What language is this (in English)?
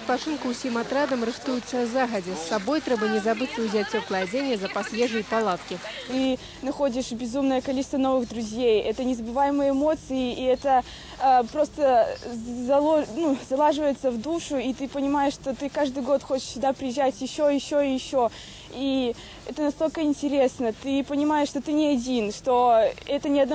Belarusian